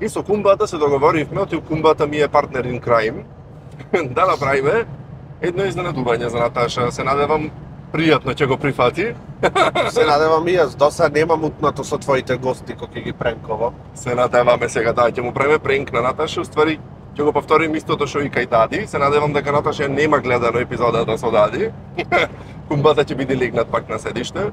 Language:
Macedonian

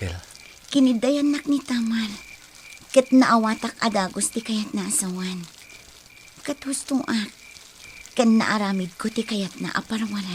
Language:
Iloko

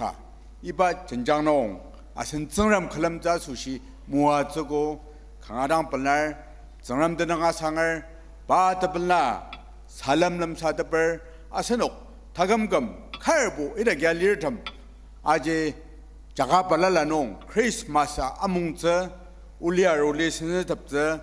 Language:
Ao Naga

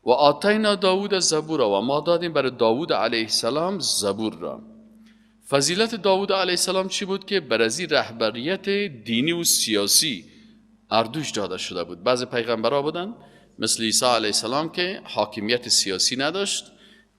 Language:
Persian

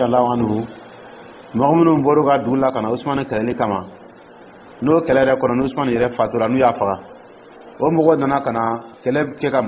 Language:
Dyula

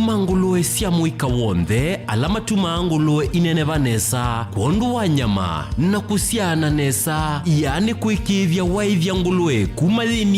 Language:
Kamba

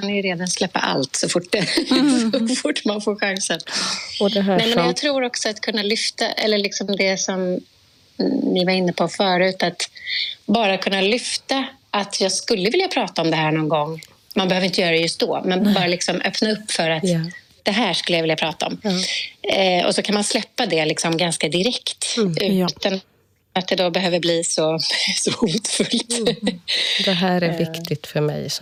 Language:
Swedish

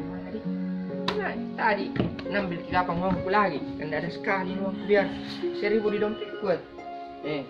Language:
Makassar Malay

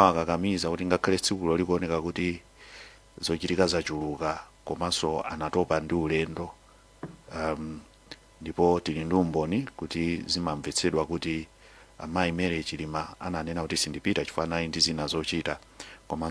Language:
Nyanja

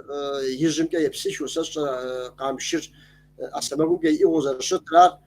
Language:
Kabardian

